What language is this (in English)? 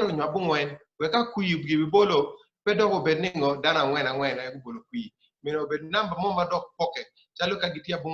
Acoli